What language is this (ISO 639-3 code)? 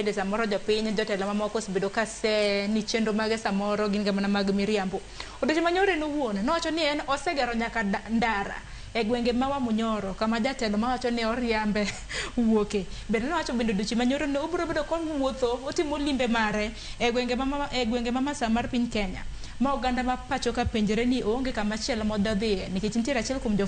luo